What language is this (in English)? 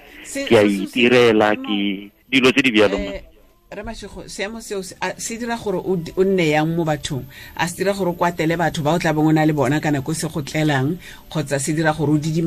Tswana